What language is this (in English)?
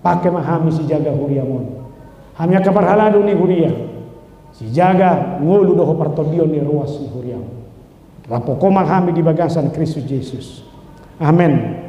Batak Toba